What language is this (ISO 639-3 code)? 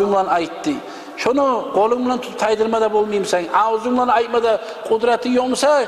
kum